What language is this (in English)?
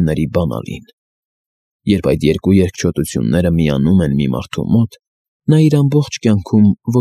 Armenian